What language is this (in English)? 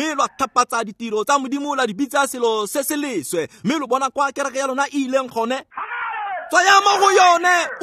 Tswana